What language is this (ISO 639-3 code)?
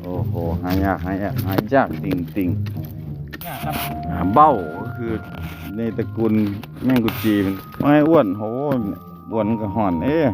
tts